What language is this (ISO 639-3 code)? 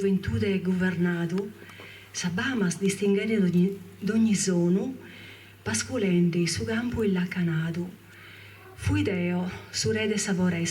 srd